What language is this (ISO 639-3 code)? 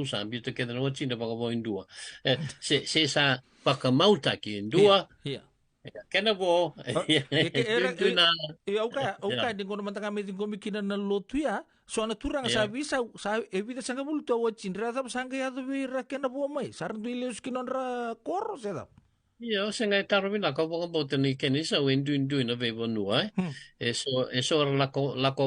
fij